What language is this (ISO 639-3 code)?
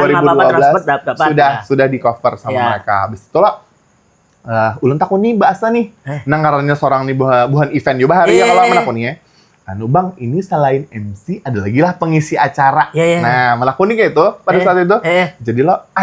bjn